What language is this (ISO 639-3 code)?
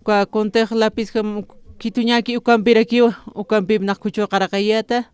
aym